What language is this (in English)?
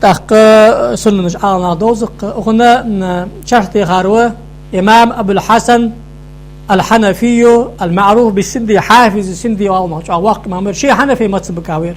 Ingush